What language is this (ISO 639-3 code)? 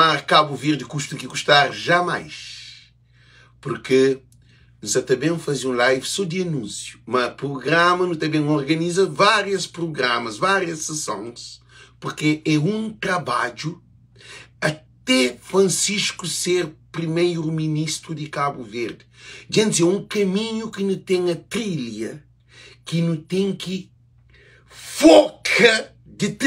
kea